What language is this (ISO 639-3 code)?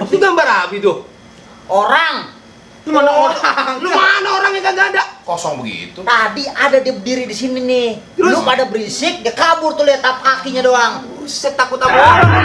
bew